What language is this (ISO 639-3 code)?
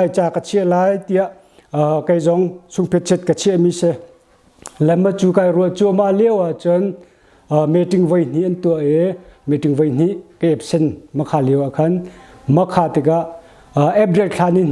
cnh